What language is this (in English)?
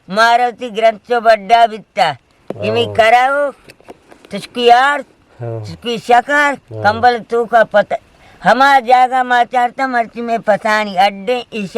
Eastern Balochi